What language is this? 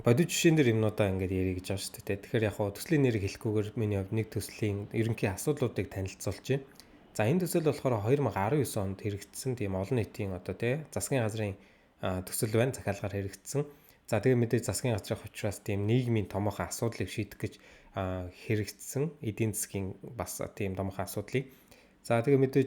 Mongolian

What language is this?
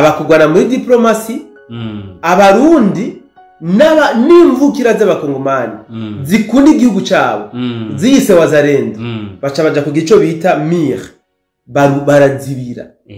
Rundi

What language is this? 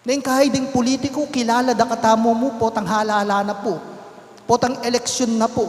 Pampanga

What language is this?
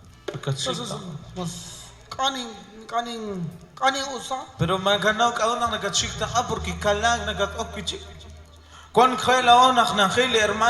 Kekchí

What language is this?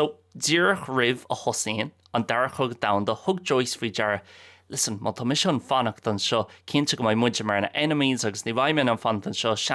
Irish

